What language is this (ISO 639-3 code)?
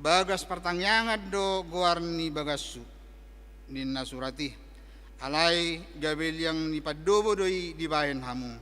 bbc